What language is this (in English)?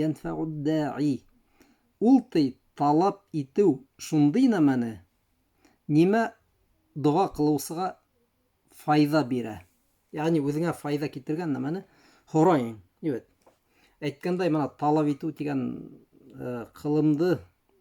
Bashkir